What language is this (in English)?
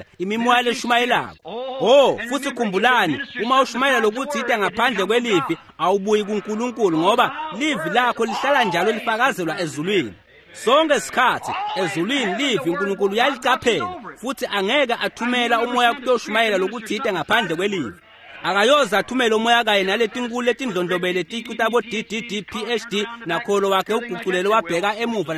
Swati